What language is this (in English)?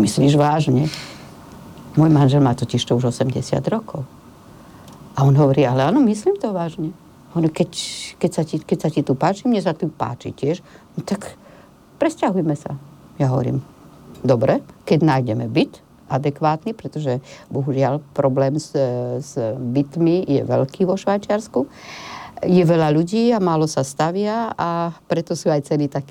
Slovak